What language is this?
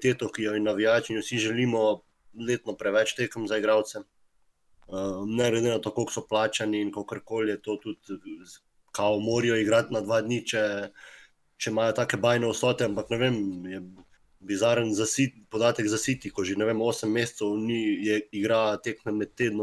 Slovenian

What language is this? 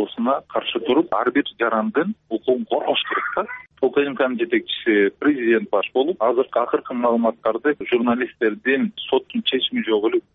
Kyrgyz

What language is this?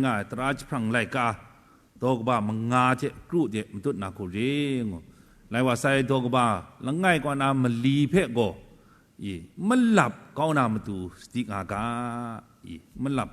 Kachin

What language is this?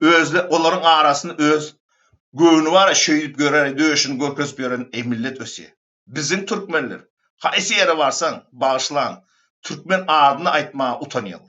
Turkmen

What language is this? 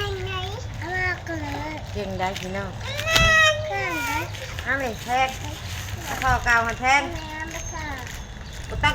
Northeastern Thai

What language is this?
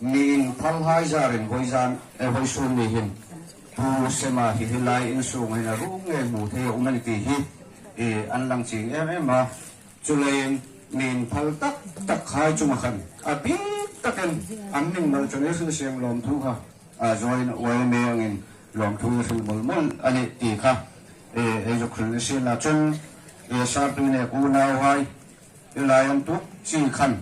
Hmar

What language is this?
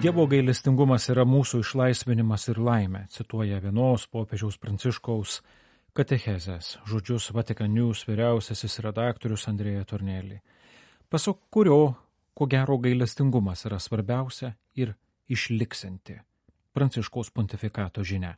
Lithuanian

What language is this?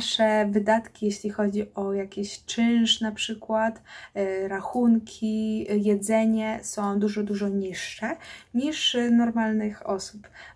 Polish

